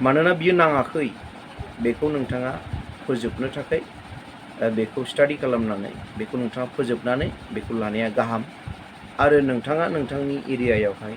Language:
Bodo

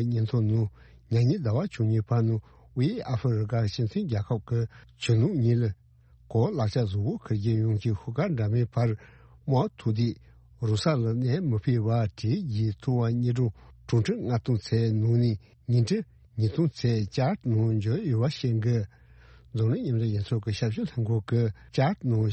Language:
Tibetan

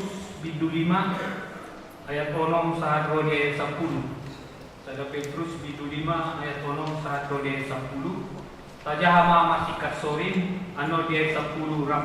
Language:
Batak Toba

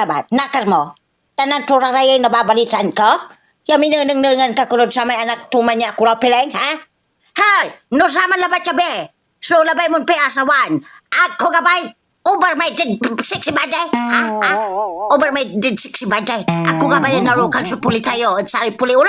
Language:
Pangasinan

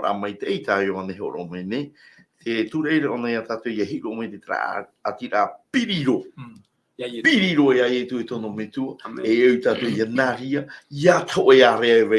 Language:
Tahitian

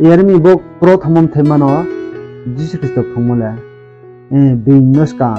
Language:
Riang (India)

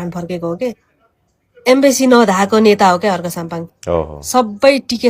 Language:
Nepali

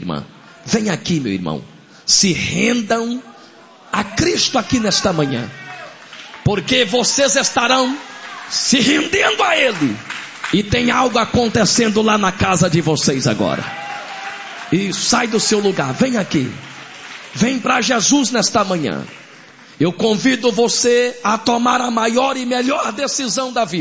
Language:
Portuguese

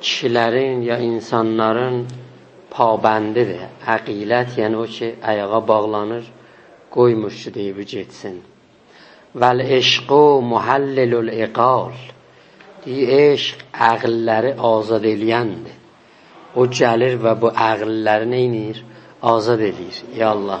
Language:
South Azerbaijani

